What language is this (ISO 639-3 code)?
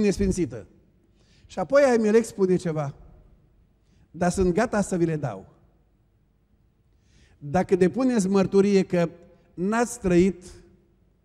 ron